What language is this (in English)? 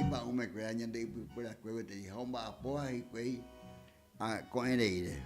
Guarani